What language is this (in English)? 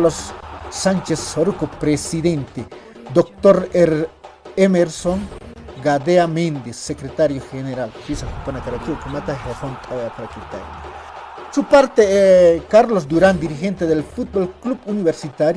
Aymara